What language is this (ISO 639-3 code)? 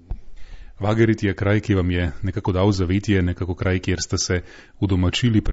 slv